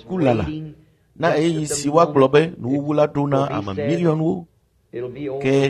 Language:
Ewe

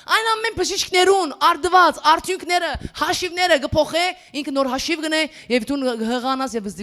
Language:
Western Armenian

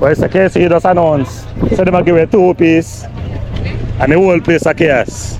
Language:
Jamaican Creole English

